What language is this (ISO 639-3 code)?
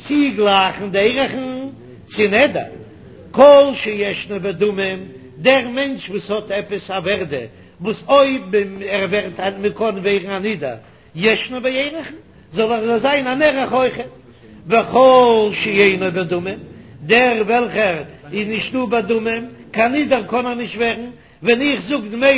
yid